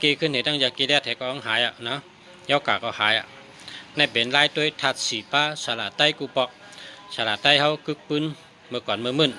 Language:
Shan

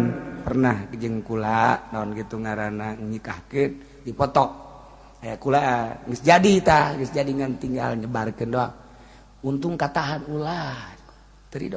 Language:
Sundanese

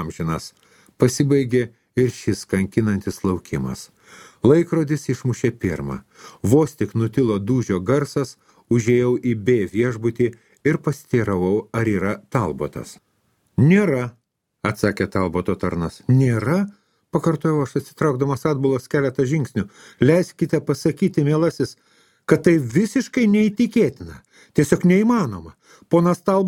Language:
Lithuanian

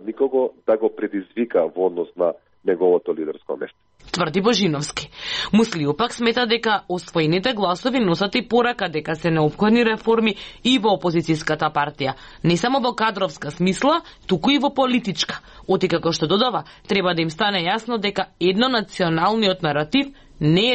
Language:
Macedonian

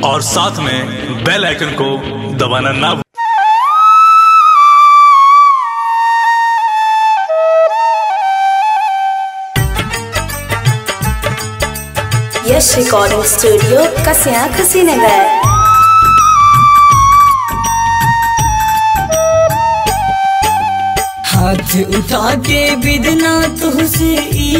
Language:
Bhojpuri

